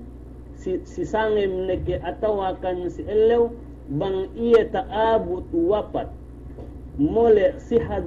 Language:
Yakan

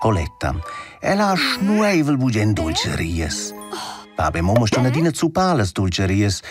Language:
Romansh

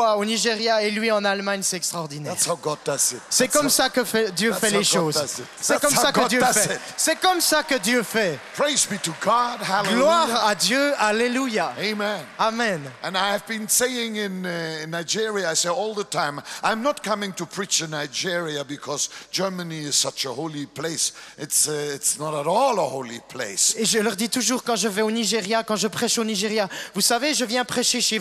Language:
French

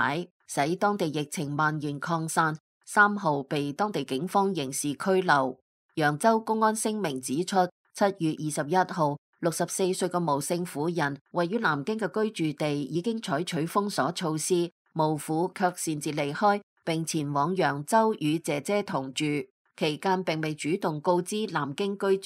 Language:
Cantonese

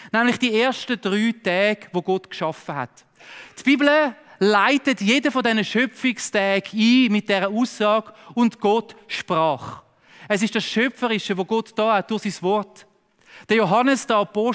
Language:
Swiss German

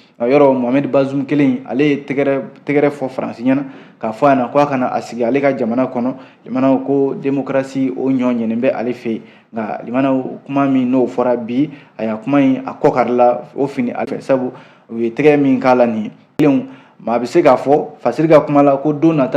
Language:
Bambara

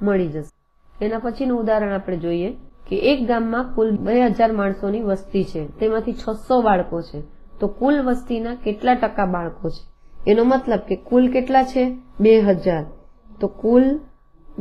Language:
Gujarati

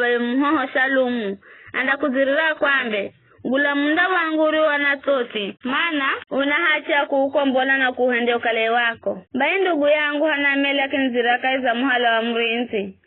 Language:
Giryama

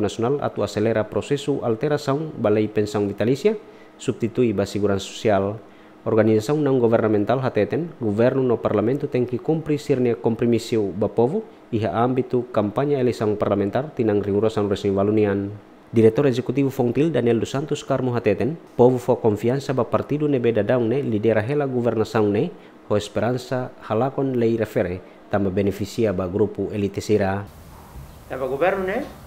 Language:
Tetum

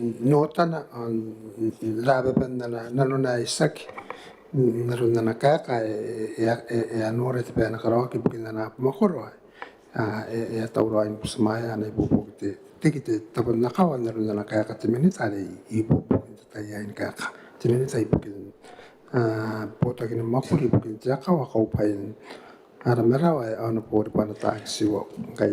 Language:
Gilbertese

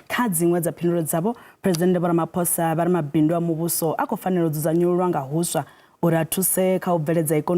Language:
Venda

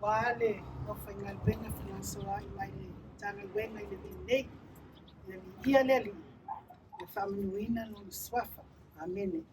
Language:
Samoan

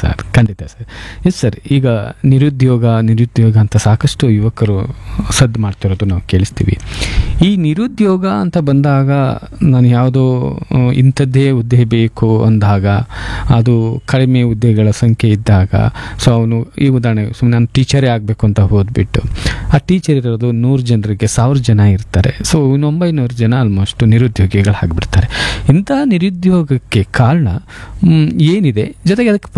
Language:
Kannada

